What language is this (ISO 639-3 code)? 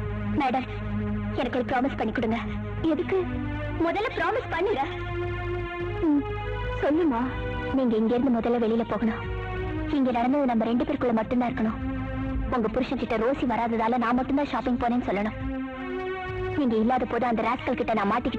tam